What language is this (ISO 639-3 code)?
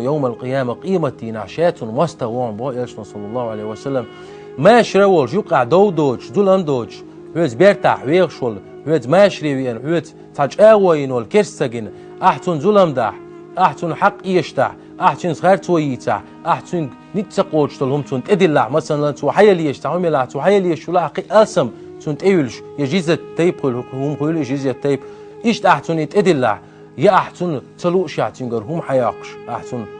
che